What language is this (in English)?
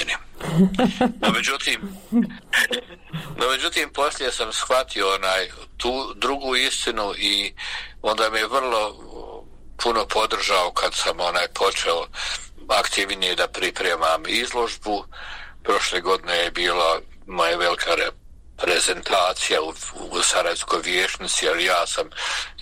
Bosnian